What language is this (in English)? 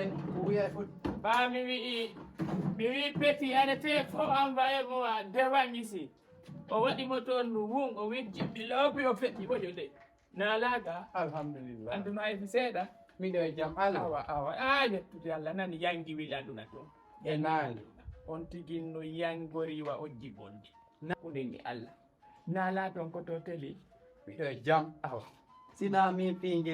Fula